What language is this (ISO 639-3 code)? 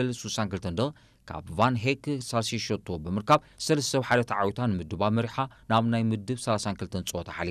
tir